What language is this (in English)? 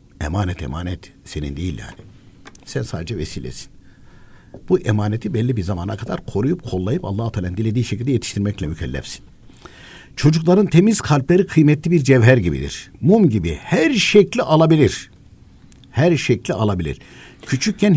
Turkish